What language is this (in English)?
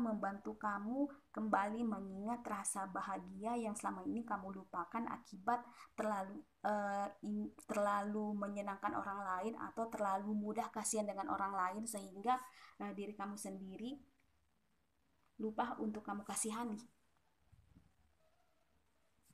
Indonesian